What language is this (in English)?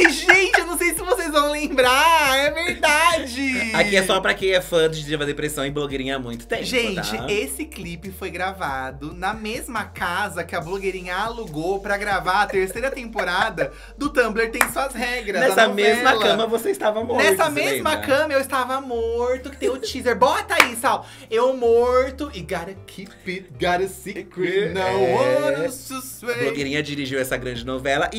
Portuguese